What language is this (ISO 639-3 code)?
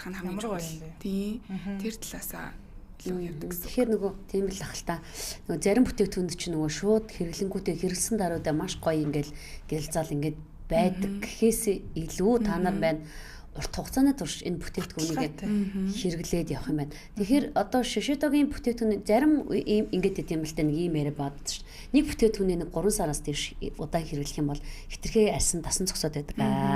mon